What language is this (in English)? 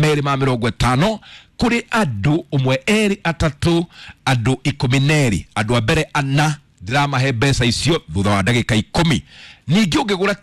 Kikuyu